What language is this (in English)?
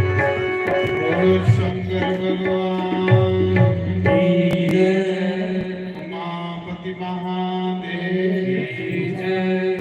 Dogri